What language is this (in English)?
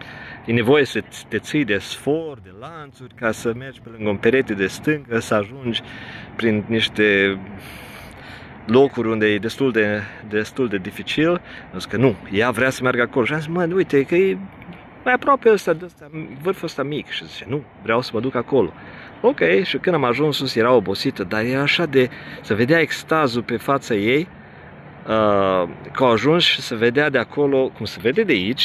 Romanian